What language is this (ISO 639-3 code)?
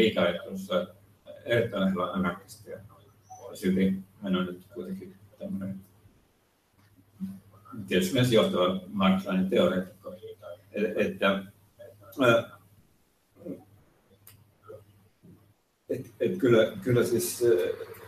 fin